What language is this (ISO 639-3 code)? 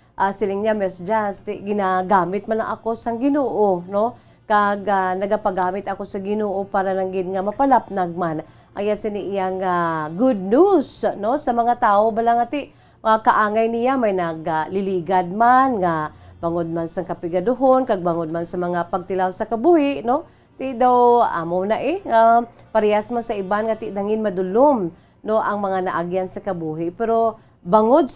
hil